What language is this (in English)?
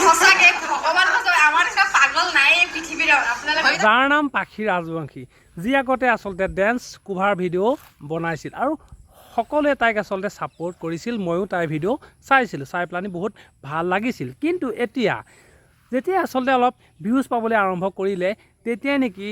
Assamese